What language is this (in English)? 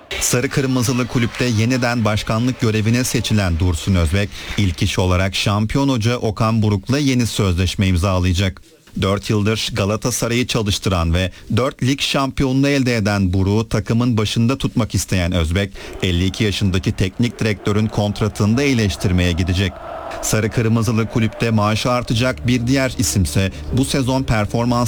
Turkish